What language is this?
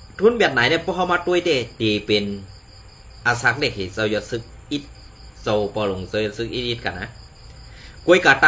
Shan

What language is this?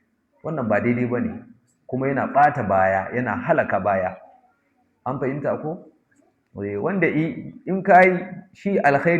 Hausa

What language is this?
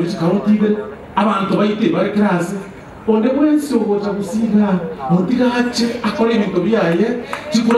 Gusii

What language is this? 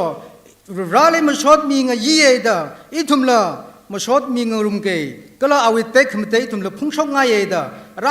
Tangkhul Naga (India)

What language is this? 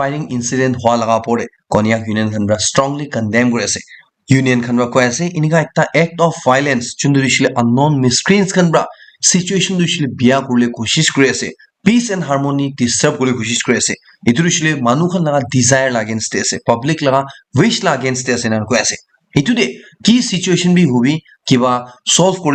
Naga Pidgin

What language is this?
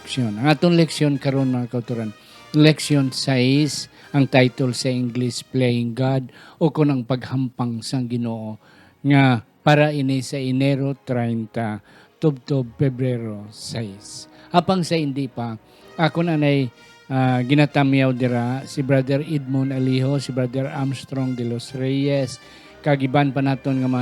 Hiligaynon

